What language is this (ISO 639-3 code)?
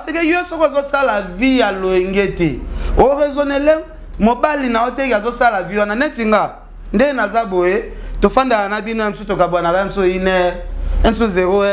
lin